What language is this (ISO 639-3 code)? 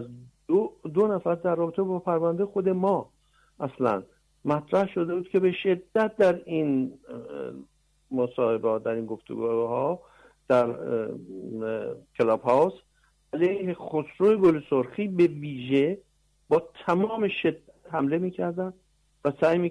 fas